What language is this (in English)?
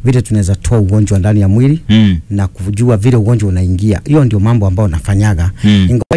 Swahili